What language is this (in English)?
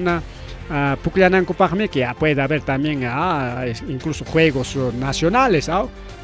Ayacucho Quechua